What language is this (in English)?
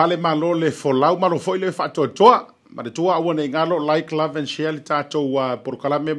Samoan